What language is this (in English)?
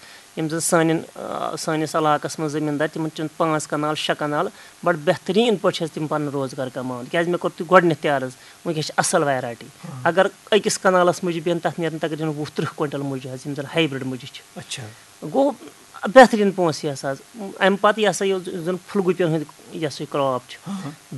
Kashmiri